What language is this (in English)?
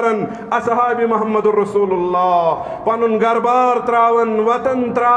Kashmiri